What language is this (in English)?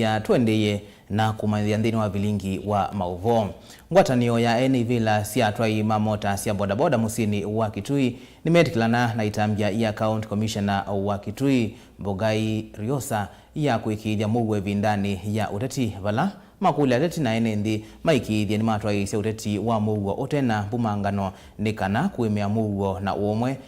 Kamba